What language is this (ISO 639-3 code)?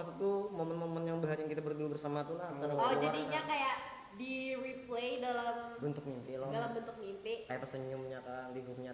bjn